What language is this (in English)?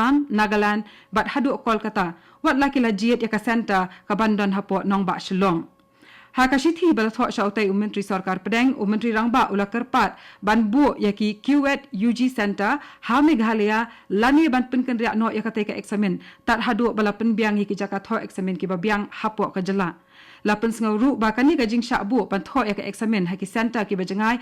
Khasi